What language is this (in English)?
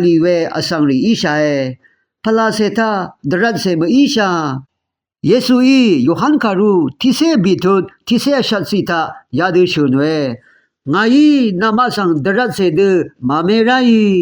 Rawang